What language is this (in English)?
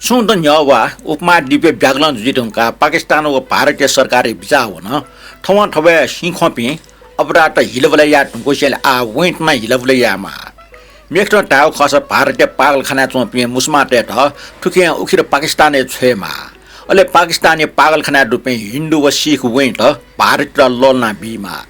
Newari